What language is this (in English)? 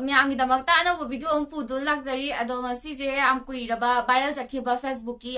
Manipuri